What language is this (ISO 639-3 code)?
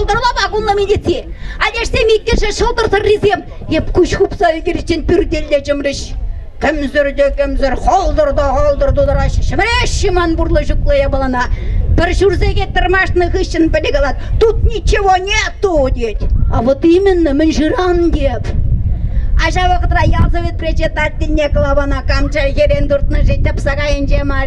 chv